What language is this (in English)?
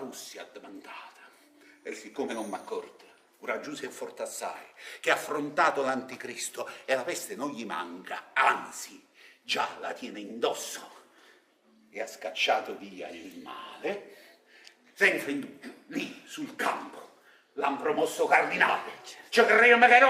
Neapolitan